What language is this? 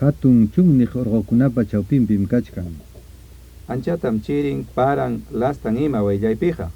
Ayacucho Quechua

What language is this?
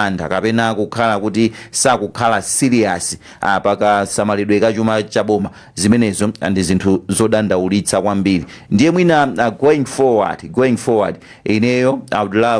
Nyanja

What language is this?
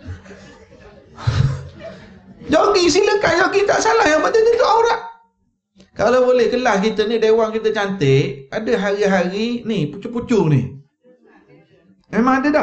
Malay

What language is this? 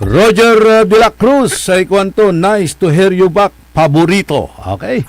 Pangasinan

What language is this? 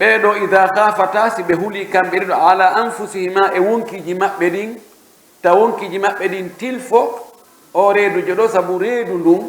Pular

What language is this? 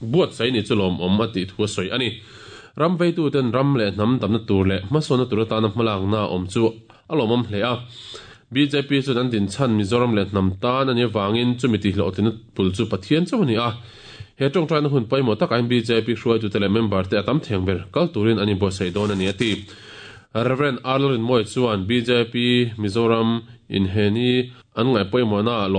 Mizo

